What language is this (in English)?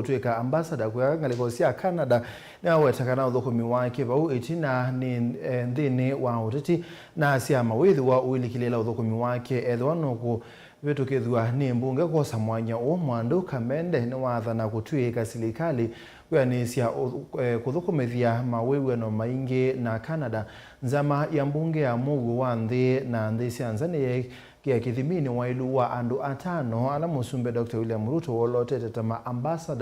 Kamba